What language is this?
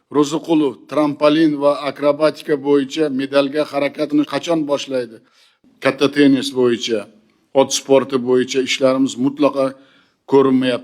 Uzbek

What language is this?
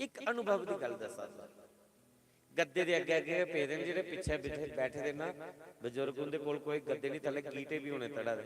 Dogri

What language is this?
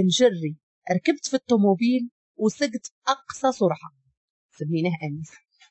Moroccan Arabic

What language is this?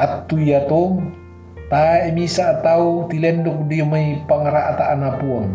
Toraja-Sa'dan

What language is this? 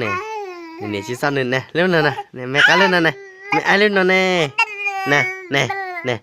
Hmong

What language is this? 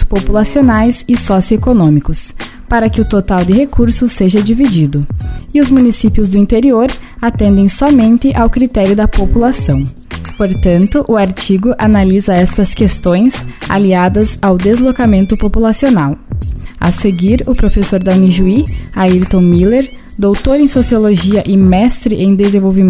Portuguese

